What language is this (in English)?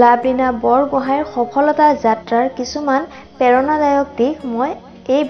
Assamese